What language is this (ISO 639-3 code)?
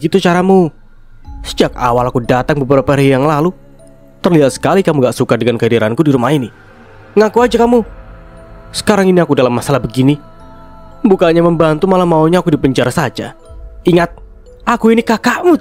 ind